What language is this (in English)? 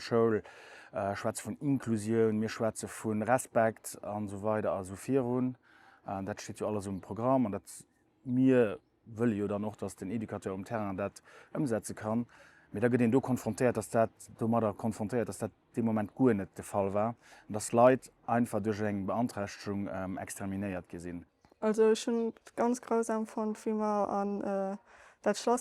Luxembourgish